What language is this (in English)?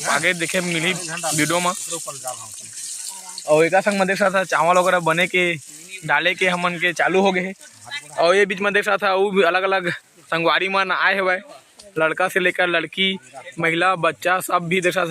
Chhattisgarhi